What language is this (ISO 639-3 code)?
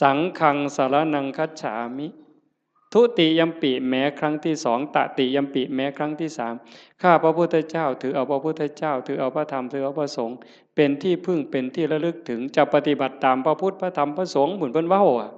tts